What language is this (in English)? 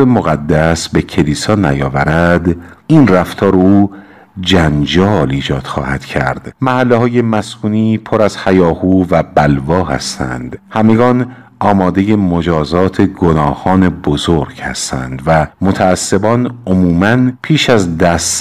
Persian